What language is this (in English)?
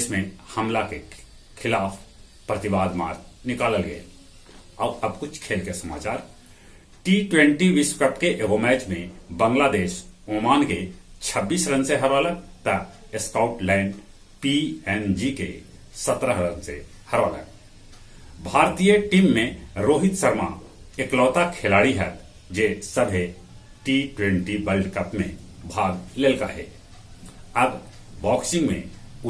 Magahi